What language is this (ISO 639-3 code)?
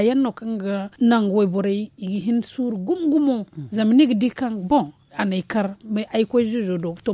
dje